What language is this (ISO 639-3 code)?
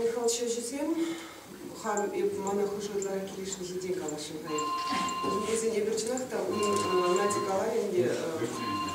chv